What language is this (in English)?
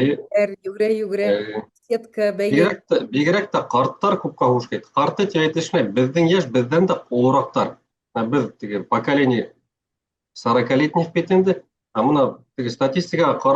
Bashkir